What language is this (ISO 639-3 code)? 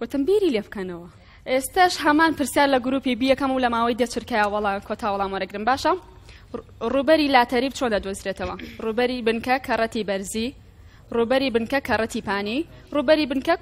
ckb